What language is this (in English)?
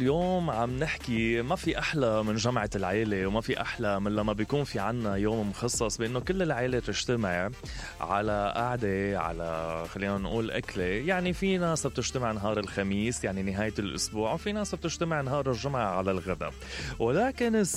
Mesopotamian Arabic